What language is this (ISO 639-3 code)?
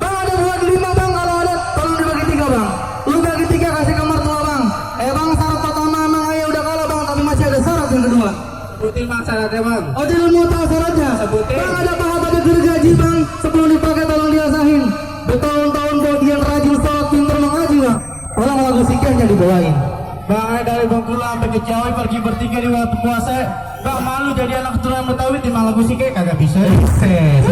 bew